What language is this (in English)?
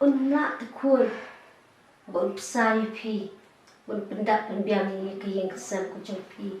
Khasi